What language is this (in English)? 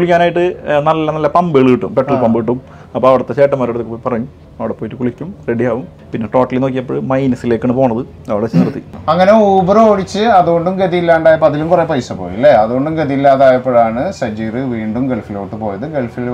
Malayalam